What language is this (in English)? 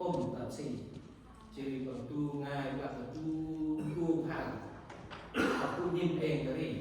Central Mnong